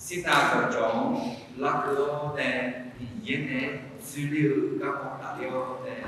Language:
Akha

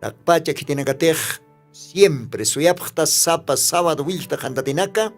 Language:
Aymara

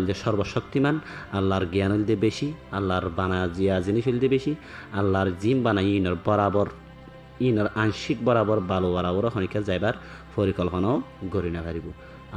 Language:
Rohingya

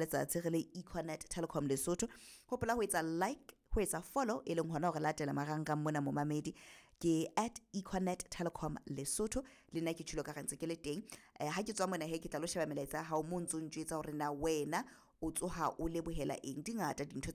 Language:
Southern Sotho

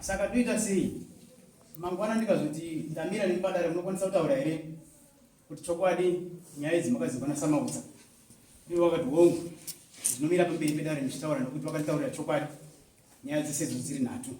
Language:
Shona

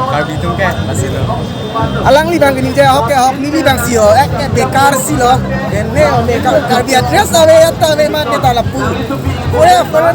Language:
Karbi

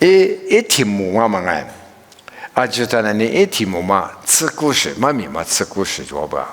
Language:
Lisu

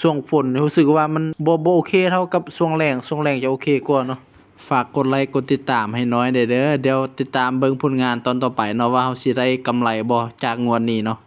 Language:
Lao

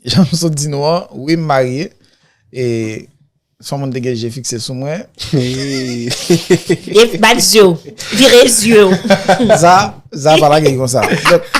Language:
Haitian Creole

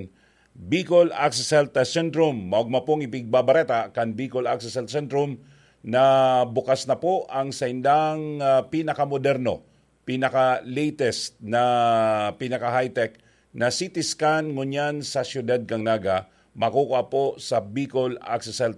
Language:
Bikol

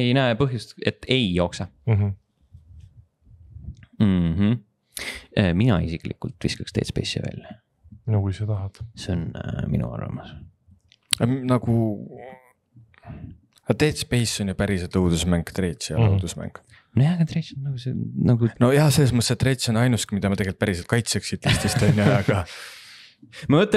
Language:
Estonian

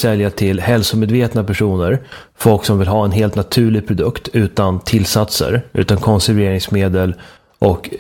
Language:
Swedish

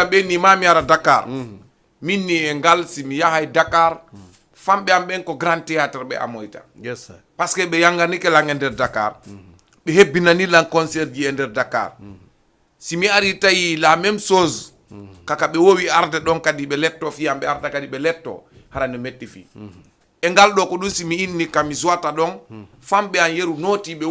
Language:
Fula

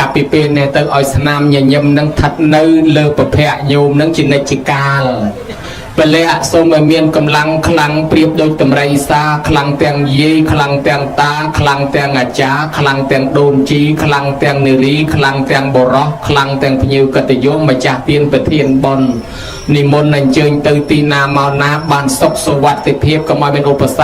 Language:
Khmer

